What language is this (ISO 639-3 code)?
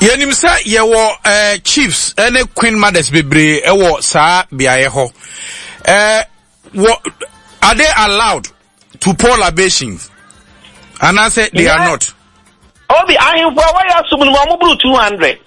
aka